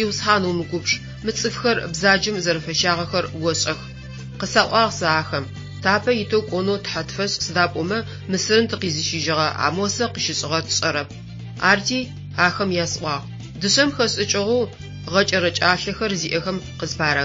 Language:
Adyghe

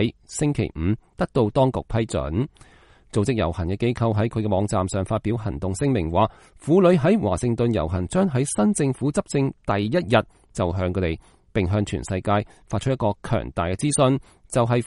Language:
Cantonese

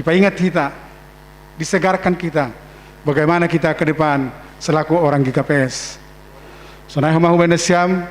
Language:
Batak Simalungun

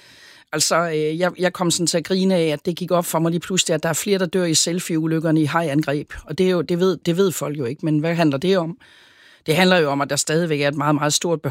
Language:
Danish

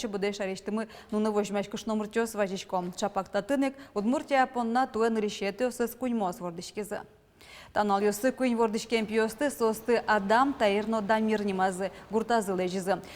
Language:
Udmurt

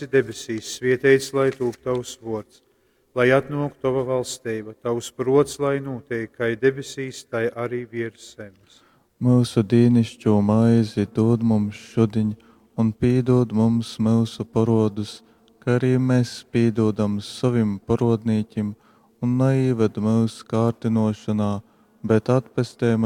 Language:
Latgalian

